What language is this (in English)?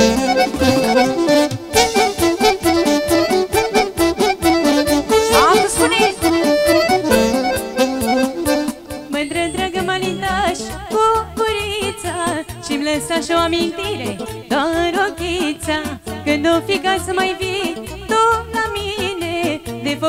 Romanian